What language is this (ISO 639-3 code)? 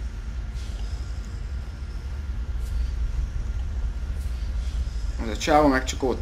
hun